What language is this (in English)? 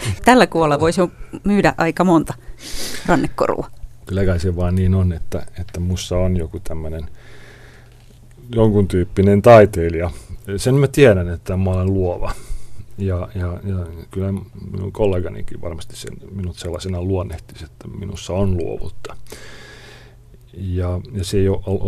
Finnish